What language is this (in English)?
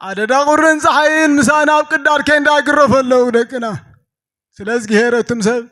Tigrinya